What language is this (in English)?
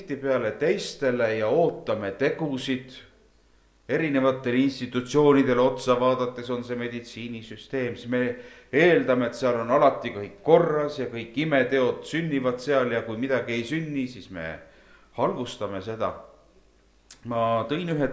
Estonian